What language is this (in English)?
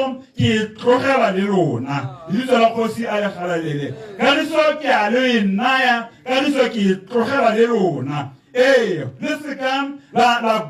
Tswana